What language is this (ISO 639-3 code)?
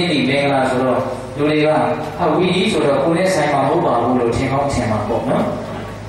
mya